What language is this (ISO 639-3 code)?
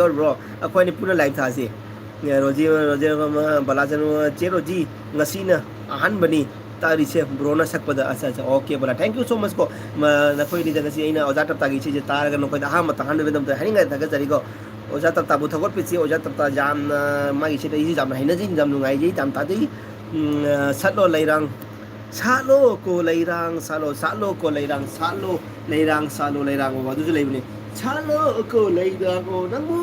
mni